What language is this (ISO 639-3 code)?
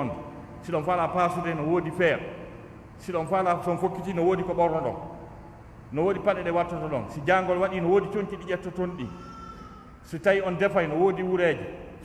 ful